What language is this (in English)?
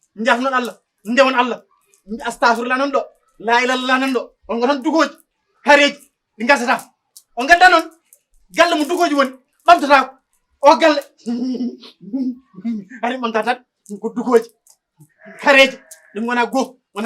Fula